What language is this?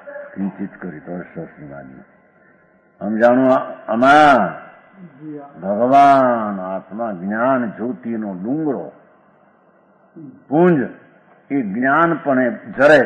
Gujarati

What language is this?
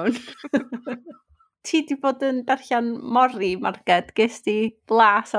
Welsh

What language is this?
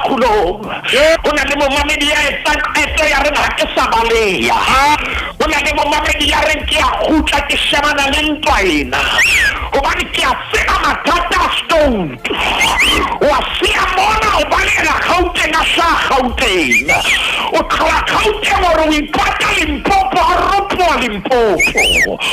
Southern Sotho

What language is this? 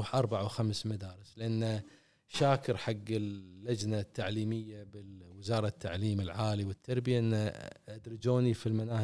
Gulf Arabic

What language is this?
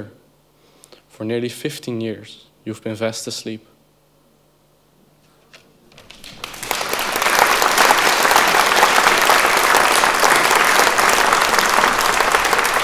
Dutch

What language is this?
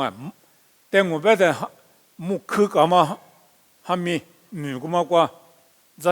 Lisu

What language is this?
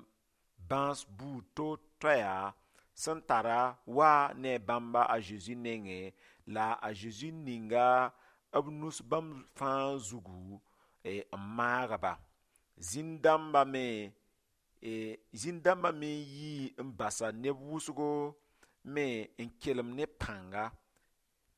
Mossi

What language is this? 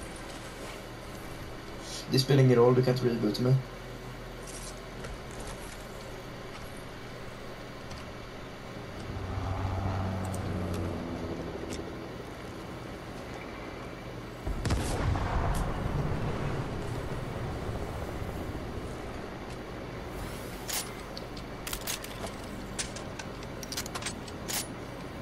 Swedish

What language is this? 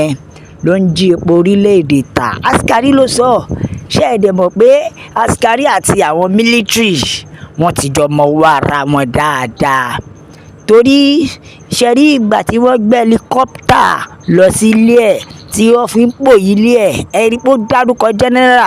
Yoruba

